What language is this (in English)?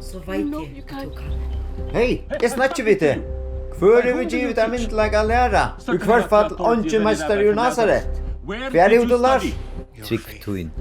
Faroese